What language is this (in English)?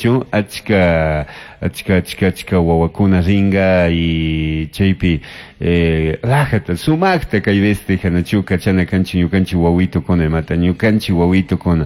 Chimborazo Highland Quichua